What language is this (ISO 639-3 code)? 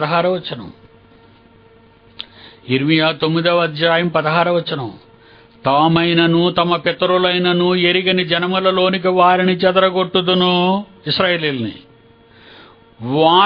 tel